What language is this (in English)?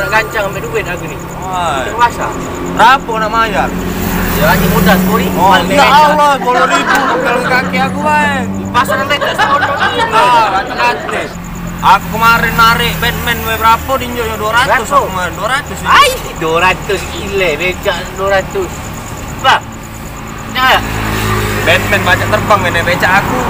Musi